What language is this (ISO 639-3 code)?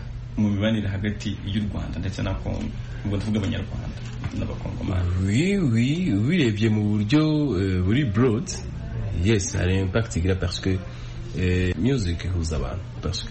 kin